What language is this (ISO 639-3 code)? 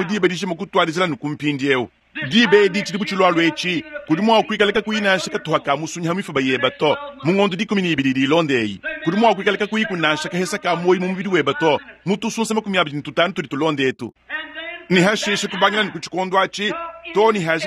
lua